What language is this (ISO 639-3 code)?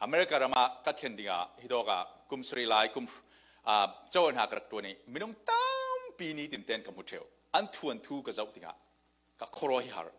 cfm